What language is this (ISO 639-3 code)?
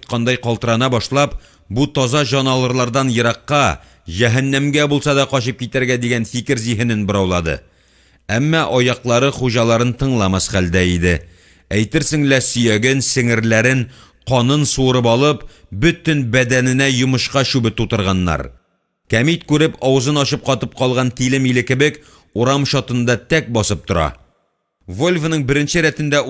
tat